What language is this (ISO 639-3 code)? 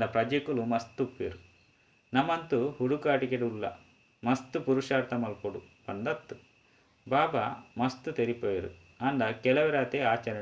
tcy